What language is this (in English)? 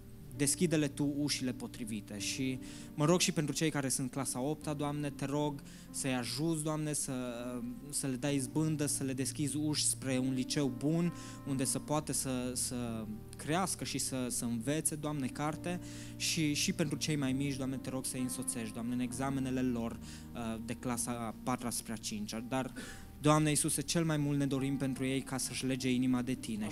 Romanian